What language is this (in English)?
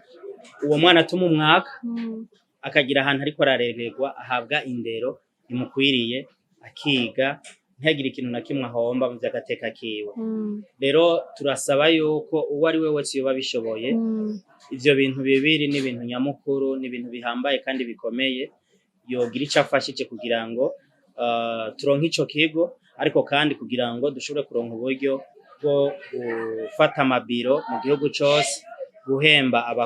Rundi